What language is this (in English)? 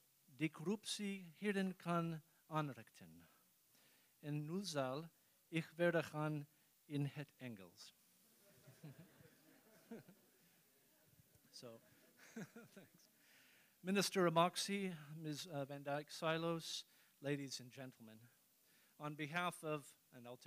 Dutch